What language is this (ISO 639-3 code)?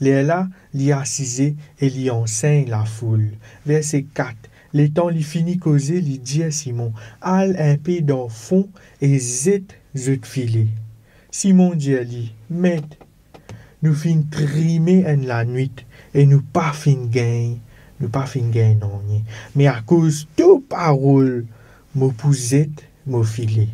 mfe